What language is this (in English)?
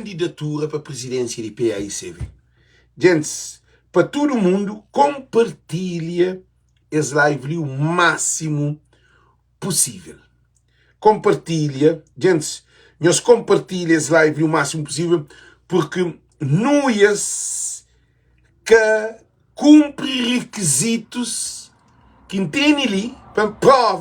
Kabuverdianu